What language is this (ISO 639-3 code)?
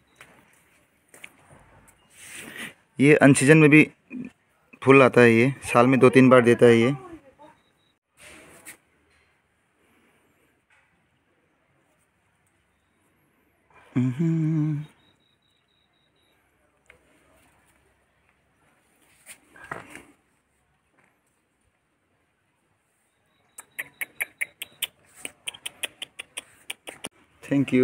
hin